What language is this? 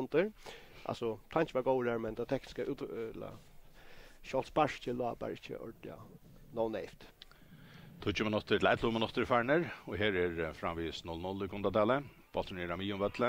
Faroese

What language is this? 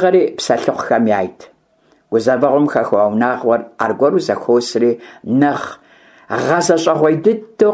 Kabardian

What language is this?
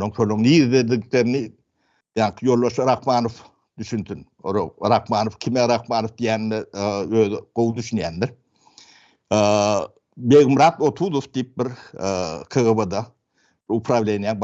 Turkmen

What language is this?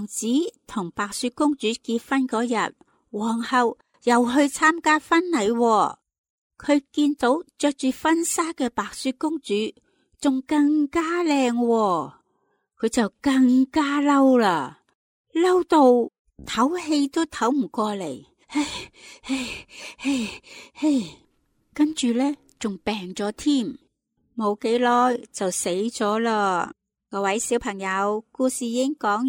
Cantonese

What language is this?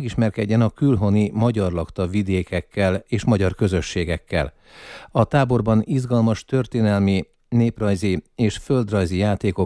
Hungarian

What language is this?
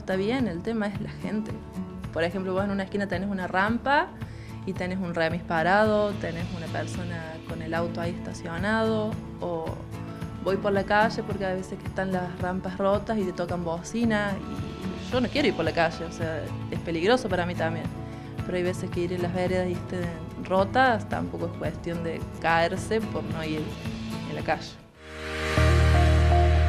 Spanish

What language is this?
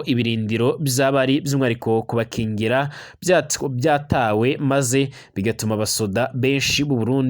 Rundi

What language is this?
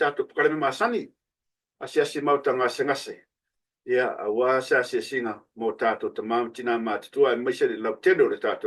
Samoan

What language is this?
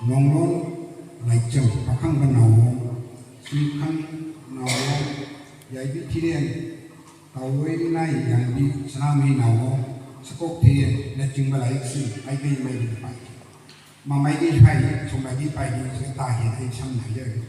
Manipuri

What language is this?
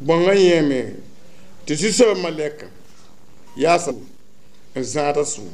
Mossi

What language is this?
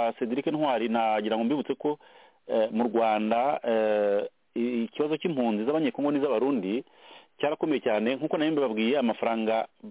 Kinyarwanda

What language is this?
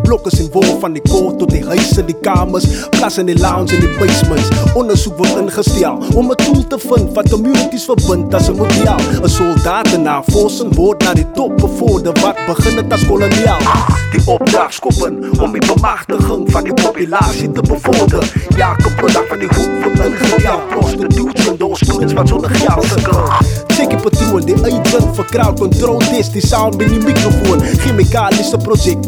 Afrikaans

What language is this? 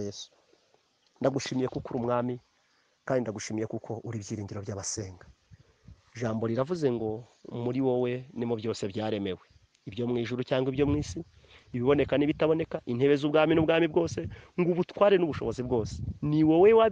Kinyarwanda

